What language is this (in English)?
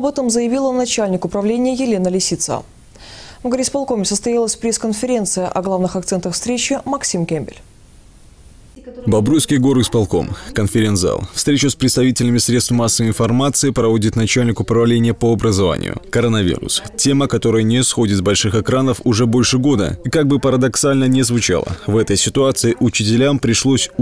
Russian